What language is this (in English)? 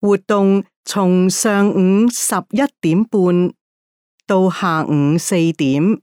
Cantonese